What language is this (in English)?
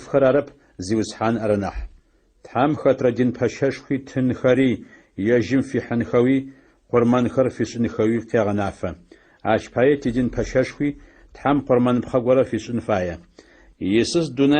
Adyghe